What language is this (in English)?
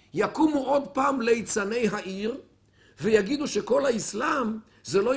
Hebrew